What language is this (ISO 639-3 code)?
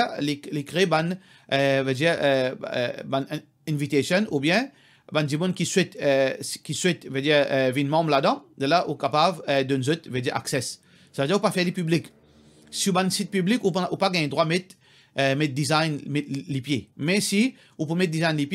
mfe